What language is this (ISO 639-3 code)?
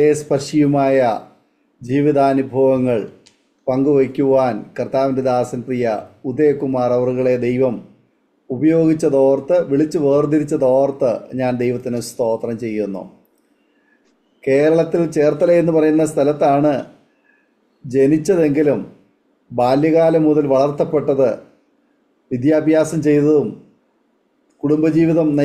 mal